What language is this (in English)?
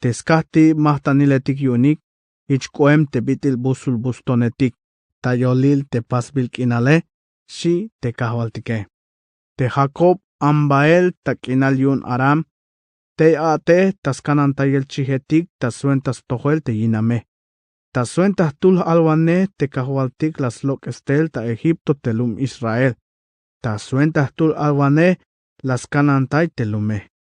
Tzeltal